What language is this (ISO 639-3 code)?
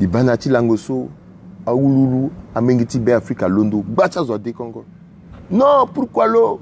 sag